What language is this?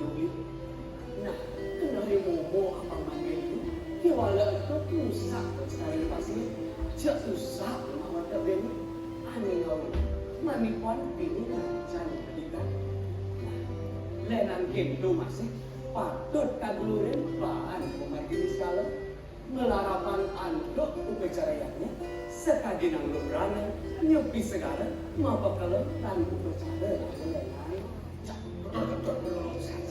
Balinese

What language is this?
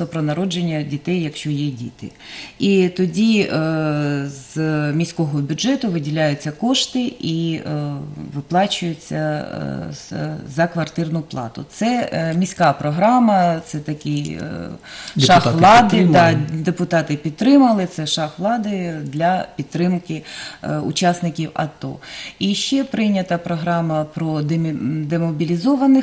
Ukrainian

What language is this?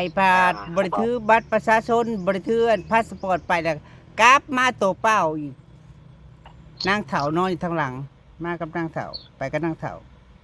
Lao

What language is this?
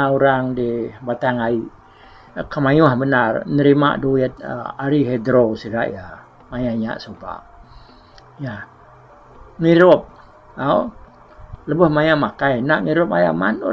Iban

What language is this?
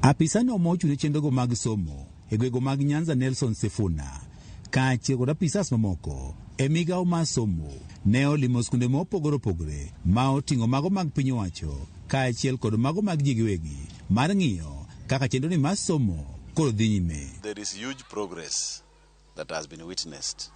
Luo (Kenya and Tanzania)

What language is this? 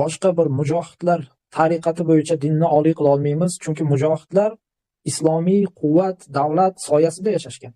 Uzbek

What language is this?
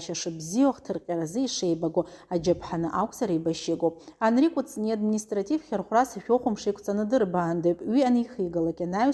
Abkhazian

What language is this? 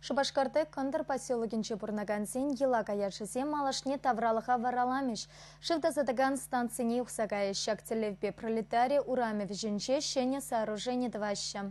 Chuvash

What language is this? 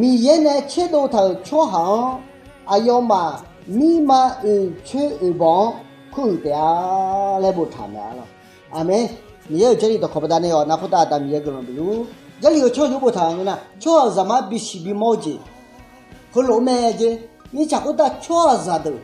Akha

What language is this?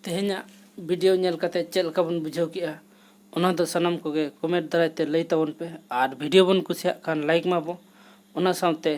Santali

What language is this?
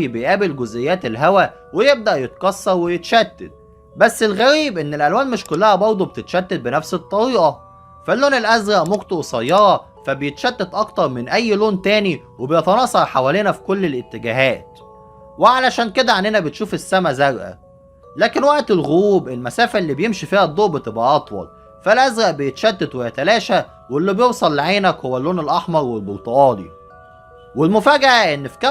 Egyptian Arabic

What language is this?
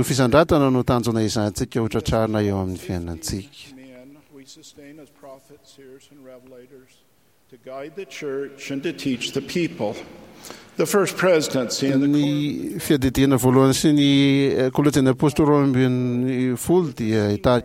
Malagasy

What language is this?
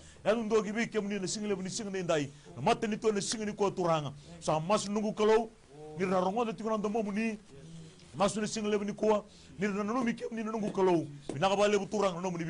Fijian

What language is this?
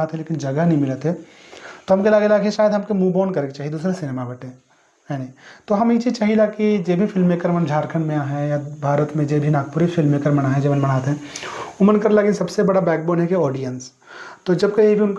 Sadri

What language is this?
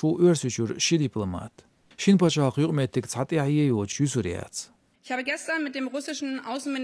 Chechen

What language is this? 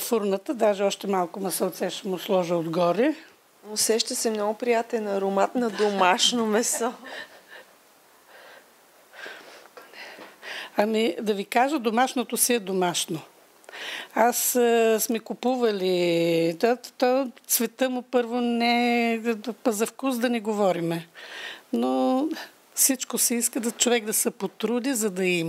Bulgarian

